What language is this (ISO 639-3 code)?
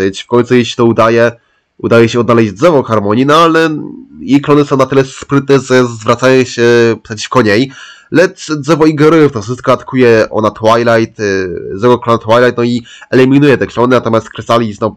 pol